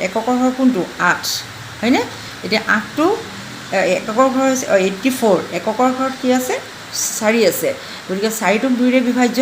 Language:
Assamese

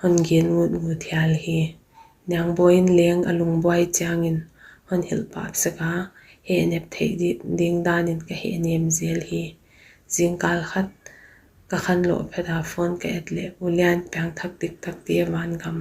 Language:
Paite Chin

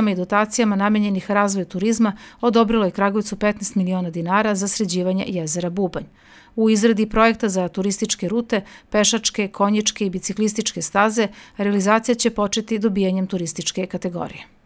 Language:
Serbian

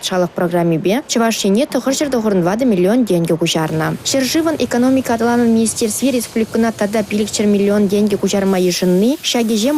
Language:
Chuvash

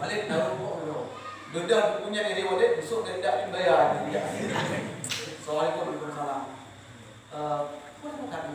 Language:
Achinese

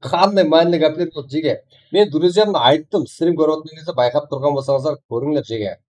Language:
Kara-Kalpak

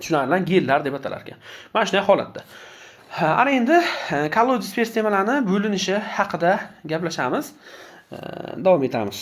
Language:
Uzbek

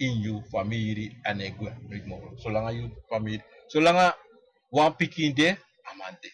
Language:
Sranan Tongo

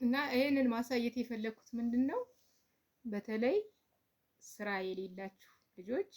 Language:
Amharic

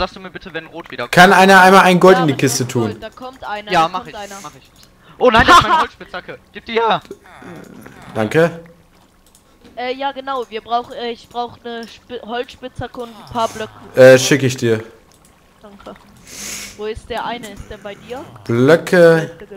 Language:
German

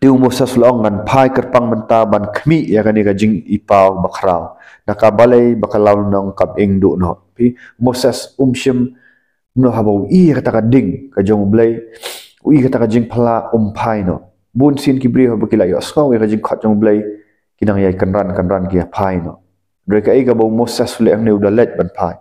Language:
Khasi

